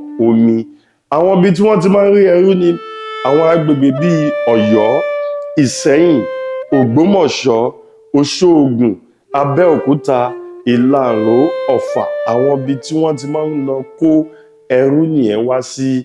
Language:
Yoruba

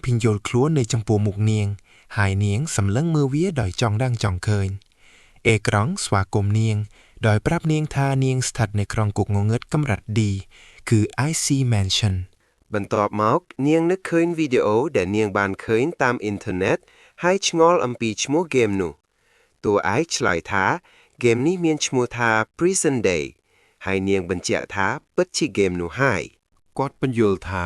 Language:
Khmer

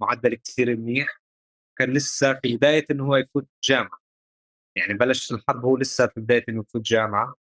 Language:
North Levantine Arabic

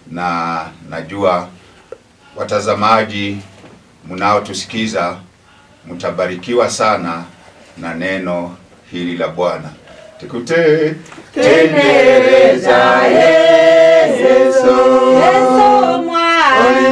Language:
Swahili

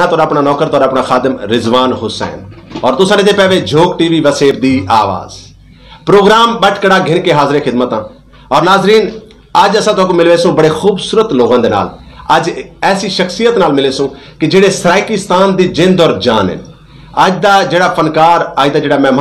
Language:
Saraiki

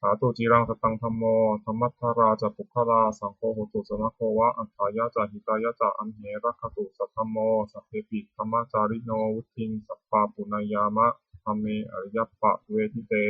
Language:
Pali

